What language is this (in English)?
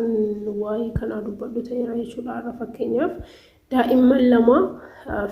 Oromo